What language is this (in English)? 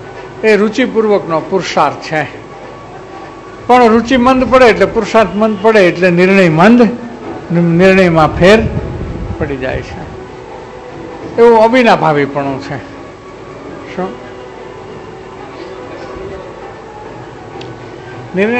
Gujarati